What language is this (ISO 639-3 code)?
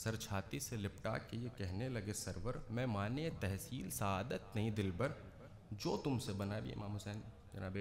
urd